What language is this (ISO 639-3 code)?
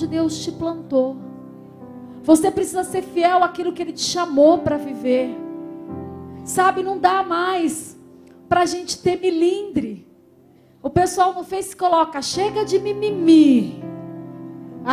por